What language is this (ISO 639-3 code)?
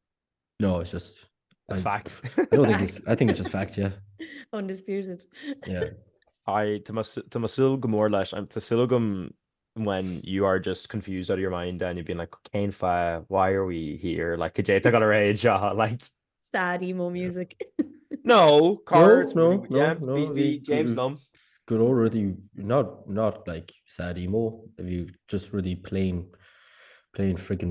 gle